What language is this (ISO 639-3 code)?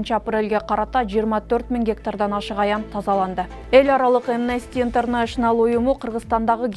kir